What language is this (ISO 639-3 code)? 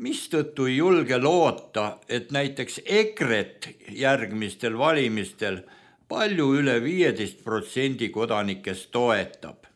est